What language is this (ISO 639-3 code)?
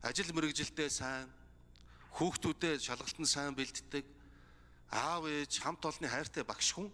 mon